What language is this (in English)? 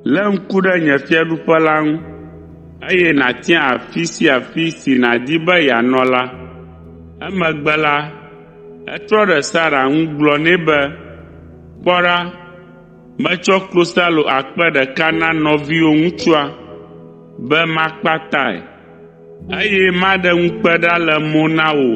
Ewe